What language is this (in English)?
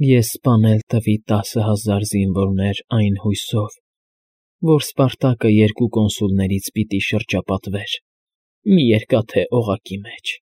Armenian